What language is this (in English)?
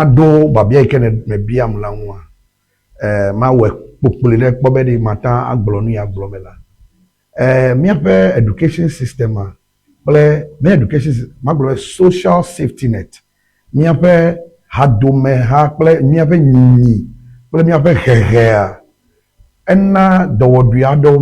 Ewe